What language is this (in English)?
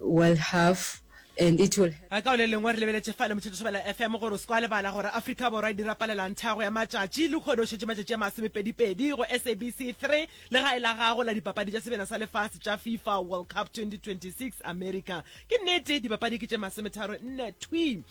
Northern Sotho